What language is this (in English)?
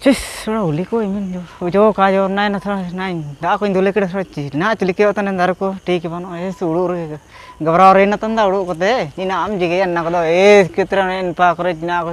Ho